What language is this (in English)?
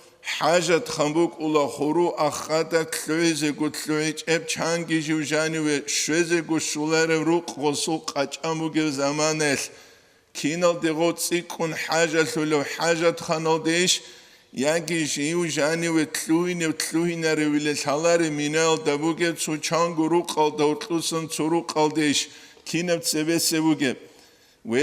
Avaric